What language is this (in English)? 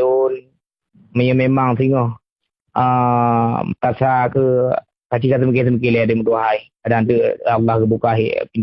Achinese